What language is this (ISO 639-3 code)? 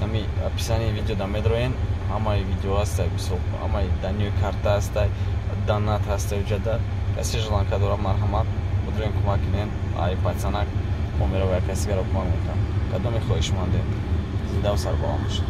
tgk